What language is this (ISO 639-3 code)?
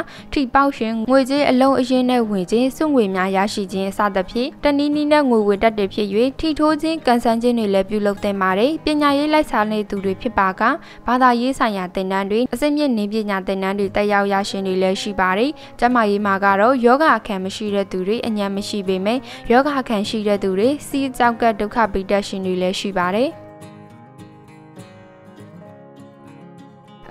mya